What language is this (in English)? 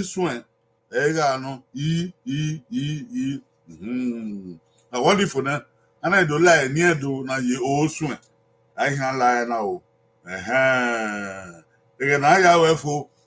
Bini